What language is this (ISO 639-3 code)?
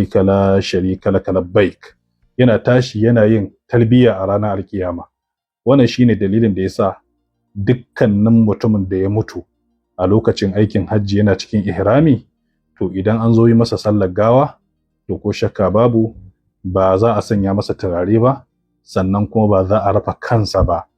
hau